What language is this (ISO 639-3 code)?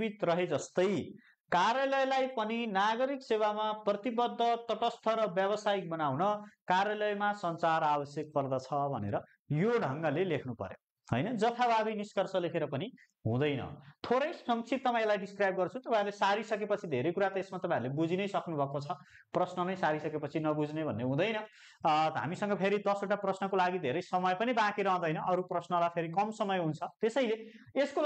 nep